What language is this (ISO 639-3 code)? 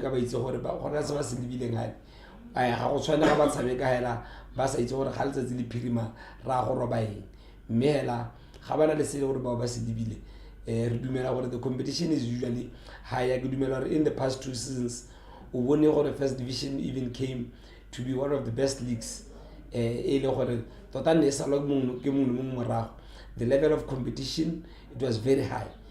tsn